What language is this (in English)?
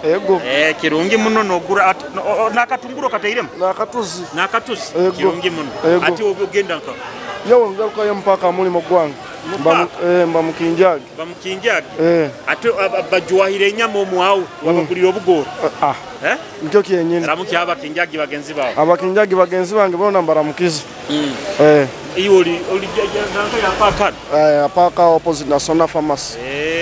Nyoro